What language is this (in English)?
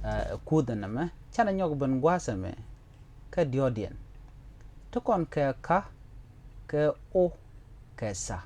Nuer